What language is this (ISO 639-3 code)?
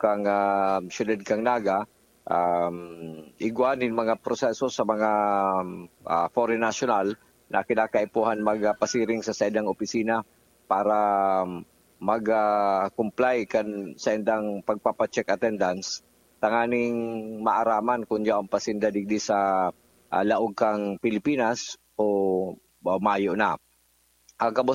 bik